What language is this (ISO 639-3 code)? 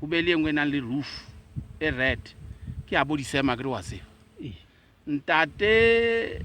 sot